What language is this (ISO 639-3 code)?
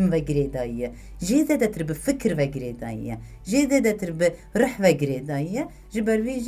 kur